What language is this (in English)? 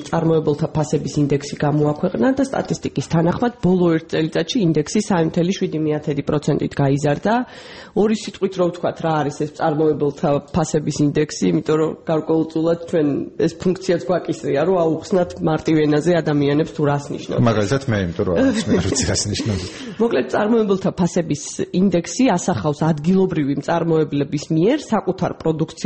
Georgian